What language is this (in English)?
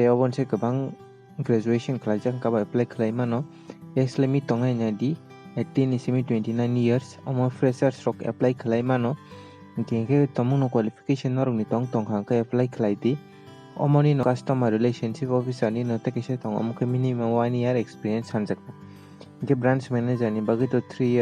Kok Borok